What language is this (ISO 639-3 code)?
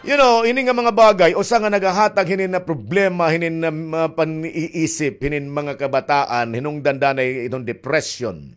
war